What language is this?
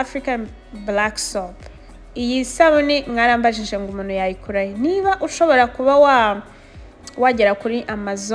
Kinyarwanda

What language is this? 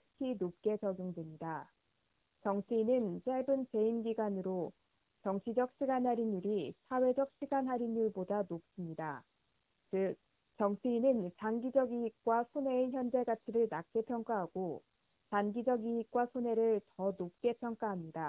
Korean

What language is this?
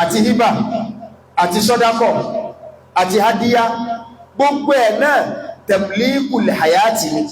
Yoruba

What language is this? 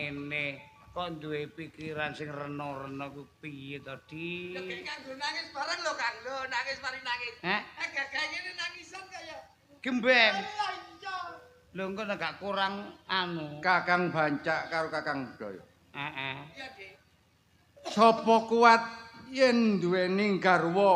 Javanese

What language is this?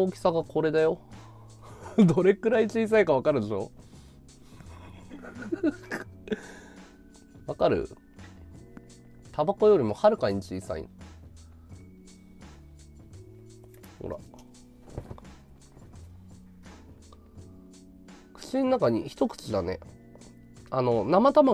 Japanese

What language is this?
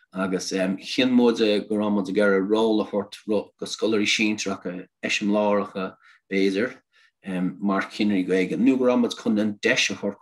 Irish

